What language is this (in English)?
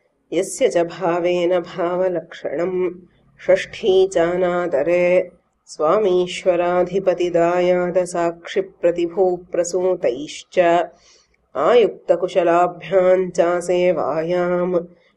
Sanskrit